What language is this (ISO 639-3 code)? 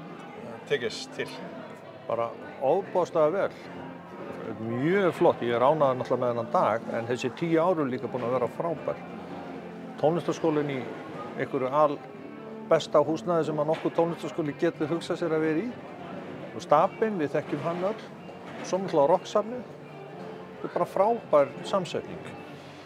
isl